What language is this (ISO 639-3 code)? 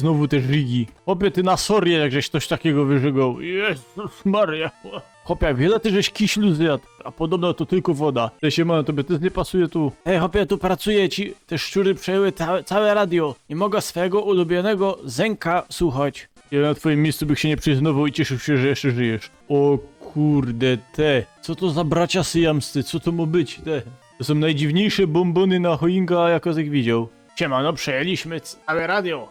szl